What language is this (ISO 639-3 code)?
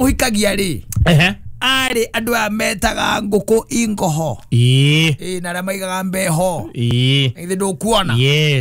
kik